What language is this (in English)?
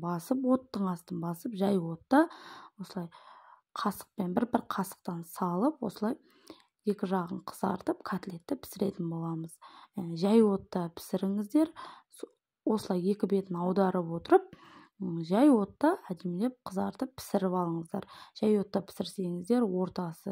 Kazakh